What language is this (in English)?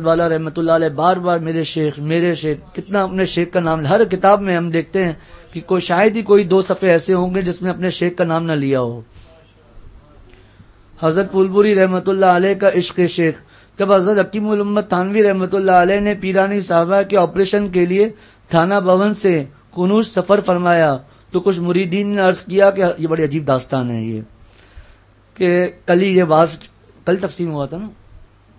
Urdu